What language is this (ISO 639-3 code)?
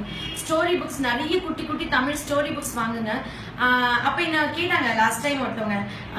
tam